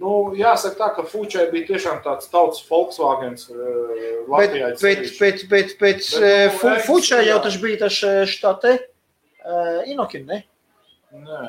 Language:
Latvian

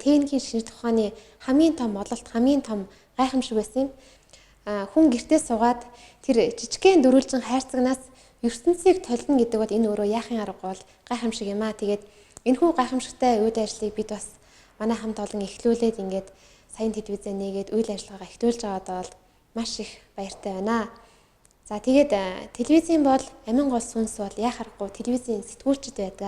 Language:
Mongolian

